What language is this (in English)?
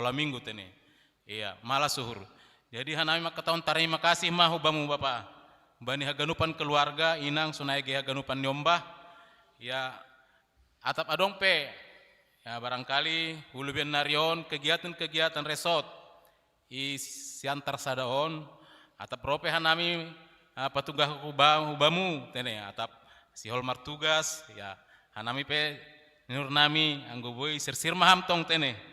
Batak Simalungun